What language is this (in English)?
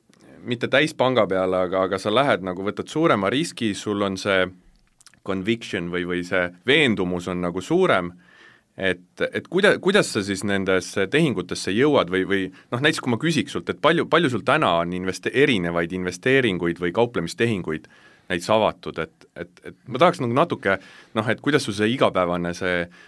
Estonian